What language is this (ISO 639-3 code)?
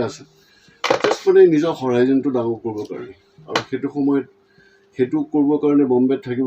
asm